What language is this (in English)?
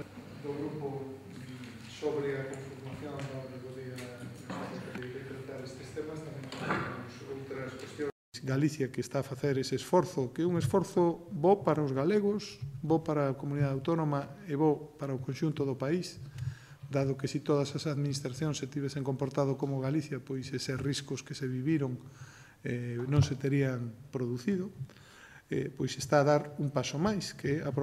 Galician